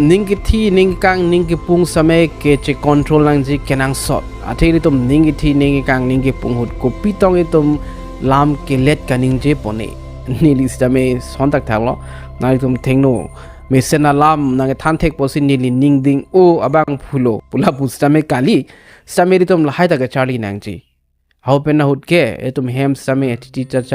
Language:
Karbi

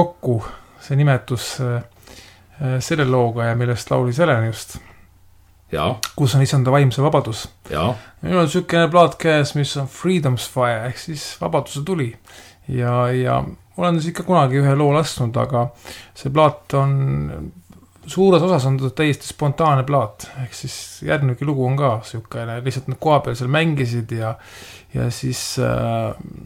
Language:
Estonian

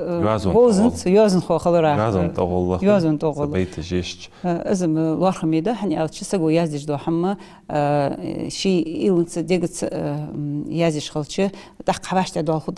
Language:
Ingush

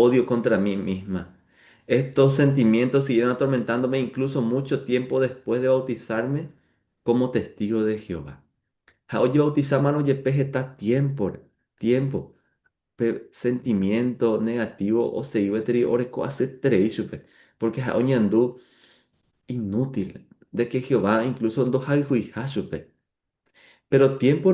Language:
Guarani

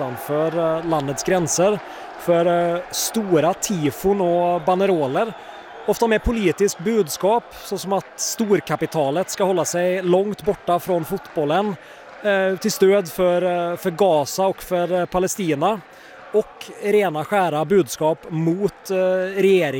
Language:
Swedish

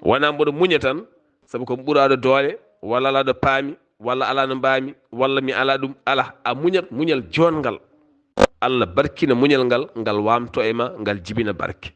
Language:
Fula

